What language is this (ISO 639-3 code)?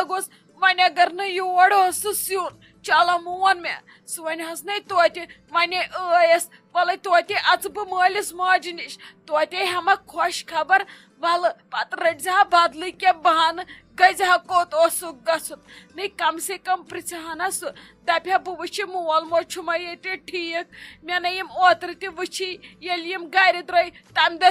kas